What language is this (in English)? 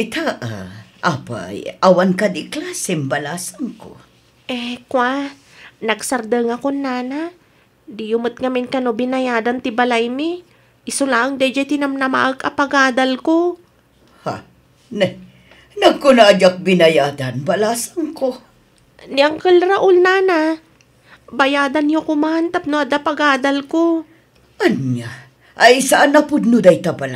Iloko